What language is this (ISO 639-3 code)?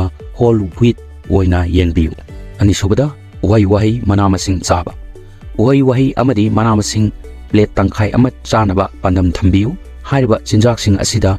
mni